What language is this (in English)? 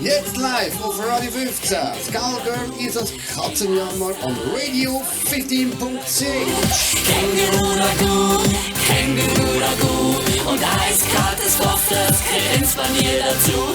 Swiss German